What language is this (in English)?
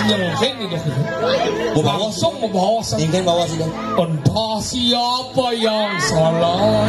Balinese